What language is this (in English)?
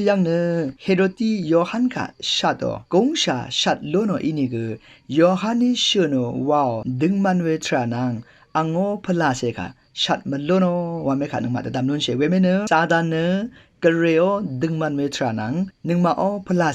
Rawang